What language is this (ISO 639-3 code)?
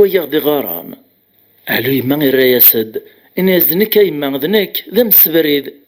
kab